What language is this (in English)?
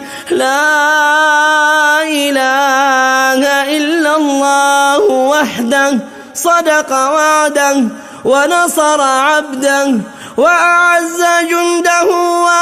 Arabic